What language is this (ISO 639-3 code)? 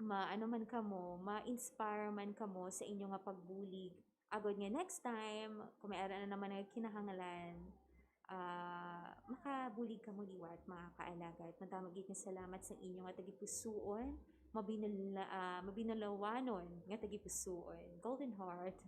hil